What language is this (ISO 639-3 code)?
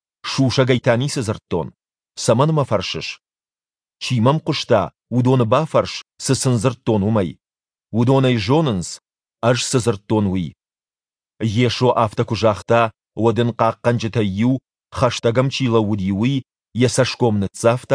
oss